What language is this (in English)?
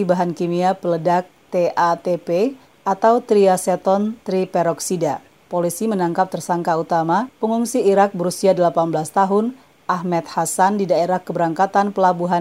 Indonesian